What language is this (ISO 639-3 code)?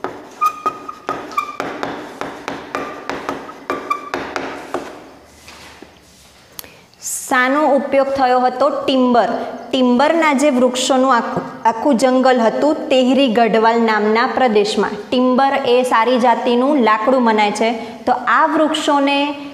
guj